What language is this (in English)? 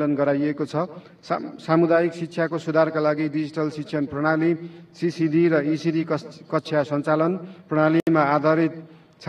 Nepali